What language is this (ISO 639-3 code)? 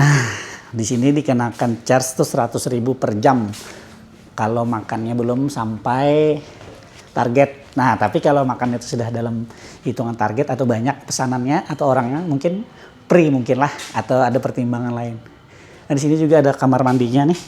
bjn